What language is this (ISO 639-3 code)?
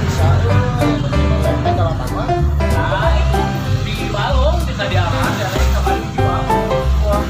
sun